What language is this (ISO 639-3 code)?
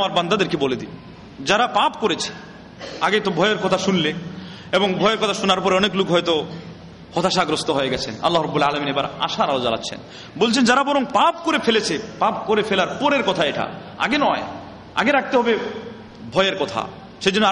ben